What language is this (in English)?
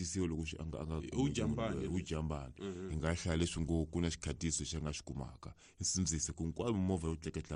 Tsonga